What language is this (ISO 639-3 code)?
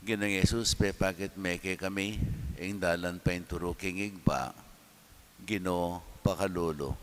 pam